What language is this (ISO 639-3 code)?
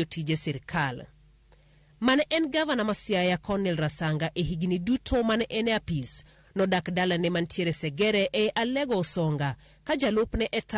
luo